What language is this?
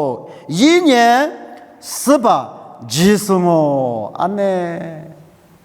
Lisu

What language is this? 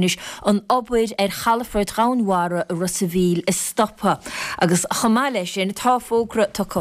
Irish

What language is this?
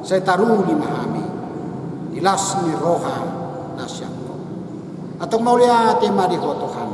Batak Toba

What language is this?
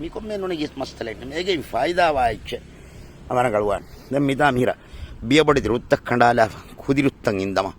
Divehi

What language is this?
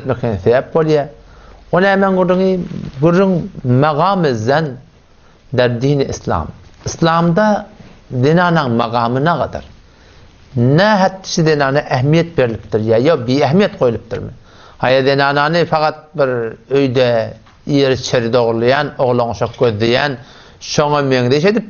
Turkmen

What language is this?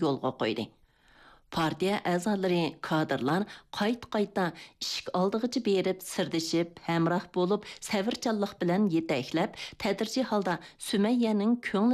Uyghur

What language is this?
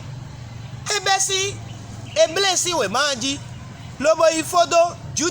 Fon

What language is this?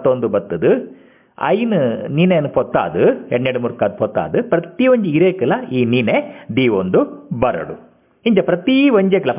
Tulu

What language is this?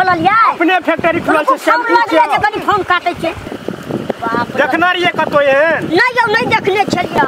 Maithili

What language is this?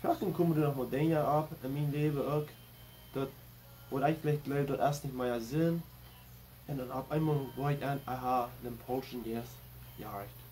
Plautdietsch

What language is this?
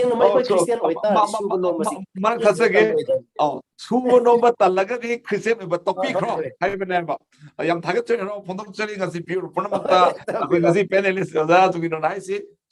Manipuri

